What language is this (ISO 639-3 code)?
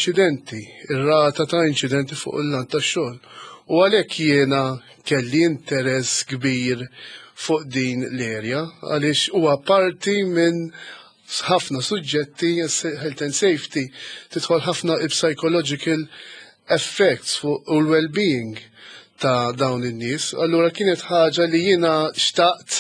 mlt